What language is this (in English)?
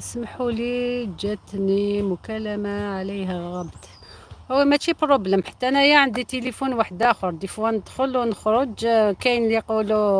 Algerian Arabic